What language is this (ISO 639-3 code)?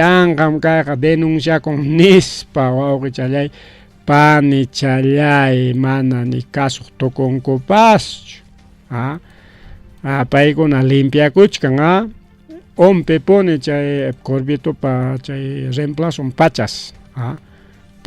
quy